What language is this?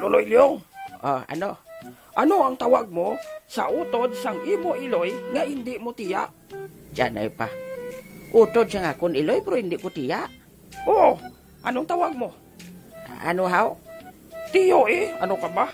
Hiligaynon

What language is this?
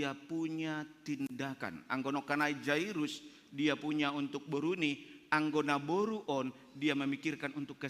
Batak Simalungun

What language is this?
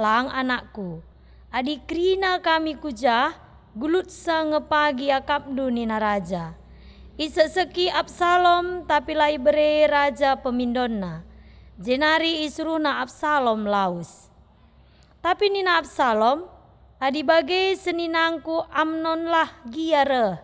Batak Karo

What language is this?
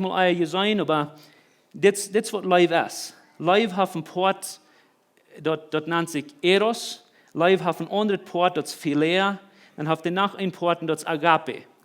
Plautdietsch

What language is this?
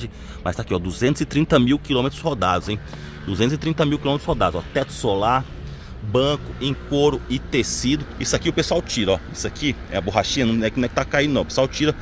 Portuguese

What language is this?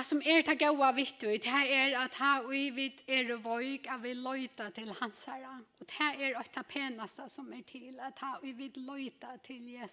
Faroese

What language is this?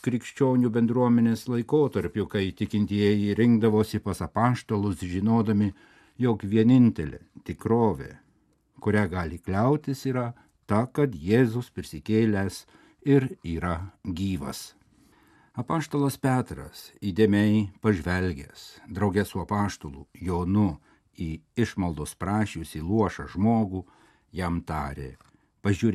Lithuanian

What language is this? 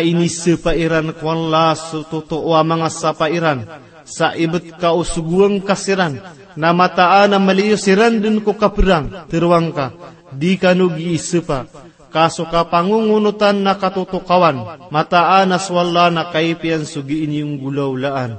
Maranao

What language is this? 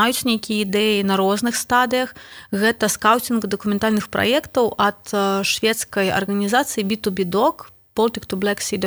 Belarusian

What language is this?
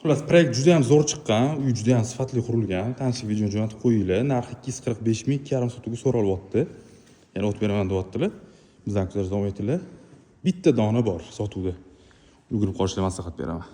Uzbek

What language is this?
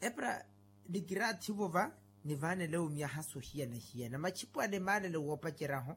Makhuwa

